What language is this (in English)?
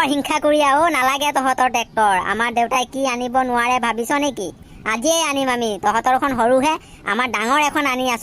Assamese